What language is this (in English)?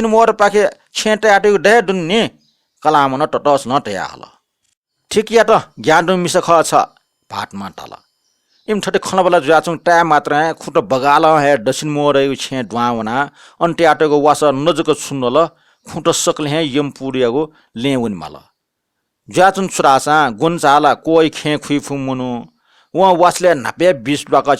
Newari